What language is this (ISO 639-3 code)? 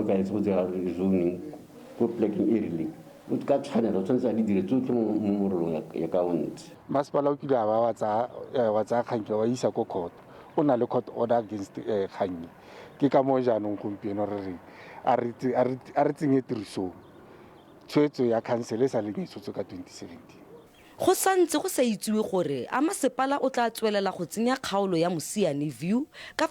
tsn